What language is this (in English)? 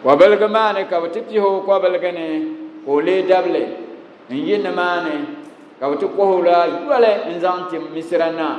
Dagbani